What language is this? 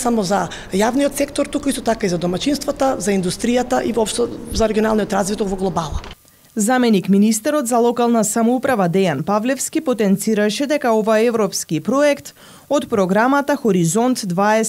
Macedonian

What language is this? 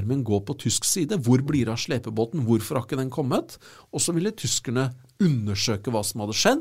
Norwegian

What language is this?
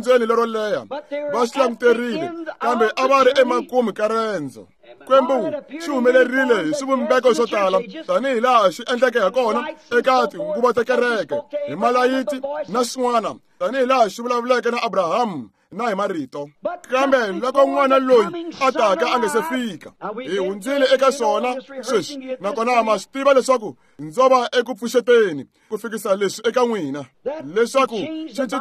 Tsonga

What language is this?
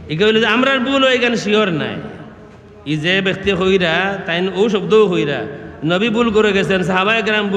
Sylheti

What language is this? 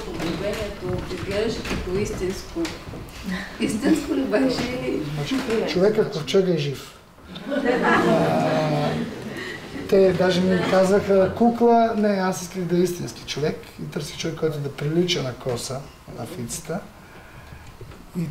Bulgarian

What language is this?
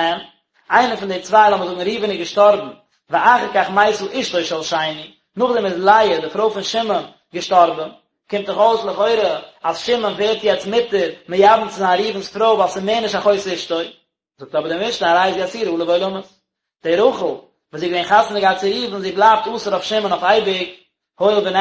Yiddish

